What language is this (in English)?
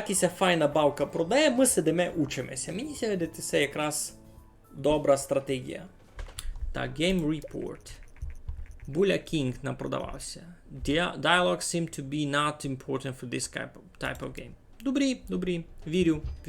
Rusyn